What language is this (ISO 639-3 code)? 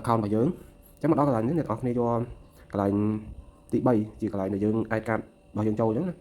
khm